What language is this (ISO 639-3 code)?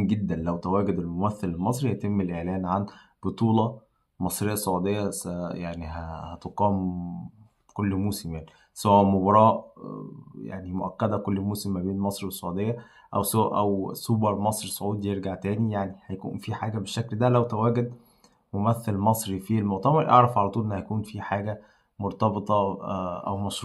arz